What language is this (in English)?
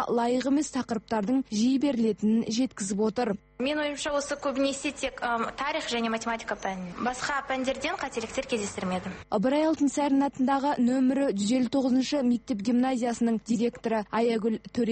Kazakh